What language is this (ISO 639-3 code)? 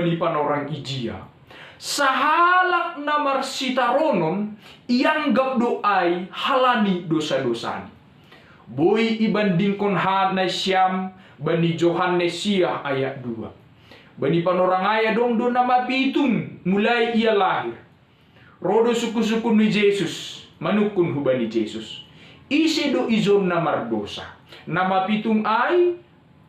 bts